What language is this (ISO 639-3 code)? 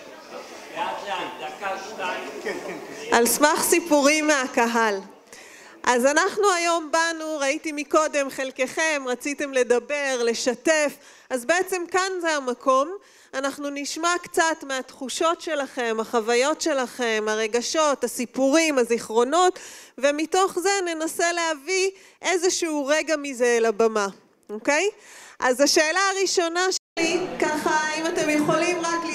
heb